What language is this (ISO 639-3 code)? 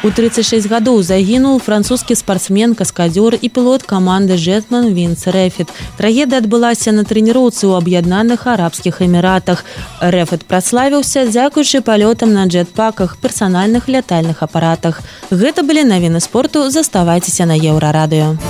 bel